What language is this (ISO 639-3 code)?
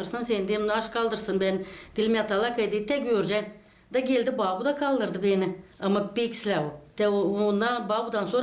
gag